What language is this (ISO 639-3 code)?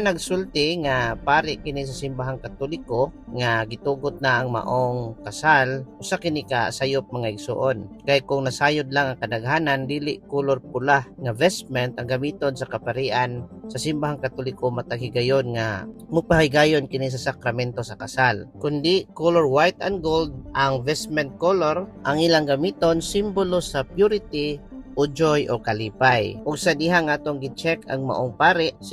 ceb